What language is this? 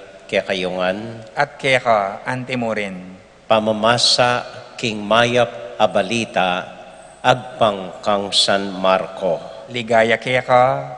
Pampanga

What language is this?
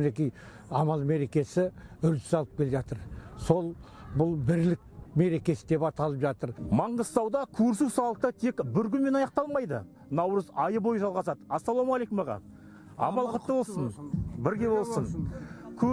Kazakh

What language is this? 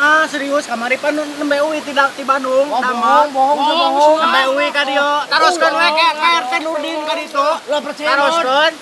Sundanese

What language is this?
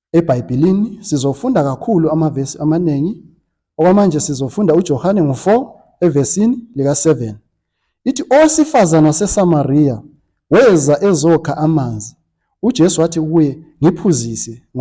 Zulu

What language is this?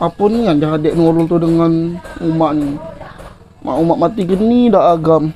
Musi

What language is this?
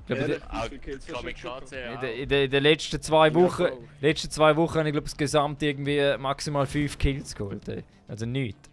Swiss German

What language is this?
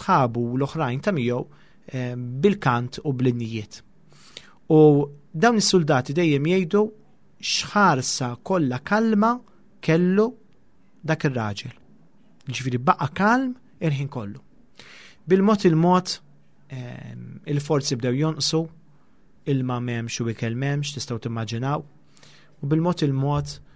Maltese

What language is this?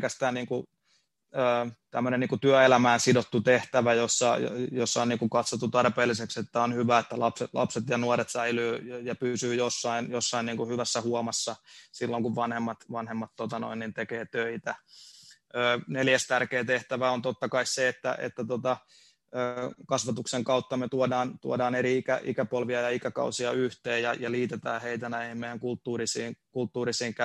Finnish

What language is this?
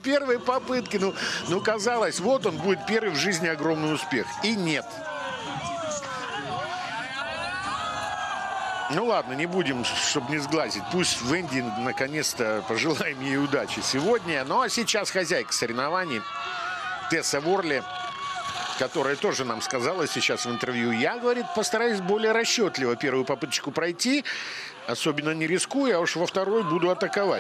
Russian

